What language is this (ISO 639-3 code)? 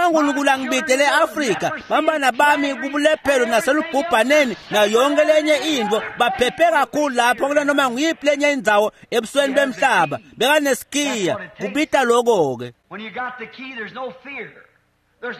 ssw